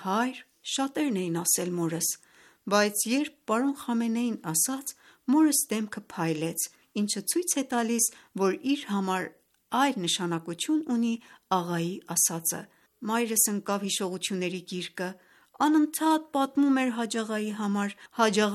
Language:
Armenian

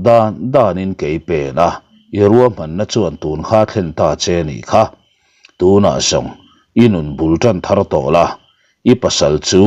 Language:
Mizo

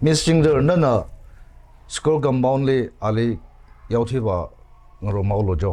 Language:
Tangkhul Naga (India)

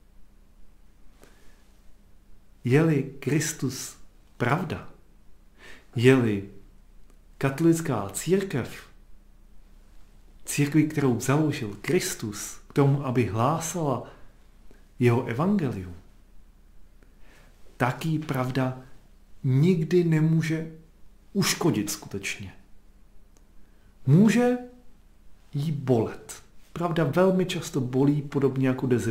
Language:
Czech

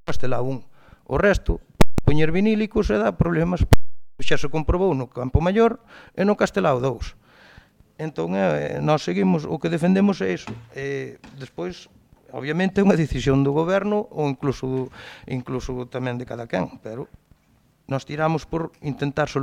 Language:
Galician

